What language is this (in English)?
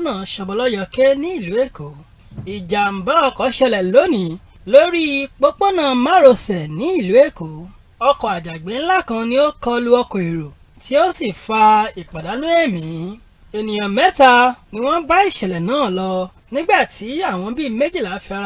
Yoruba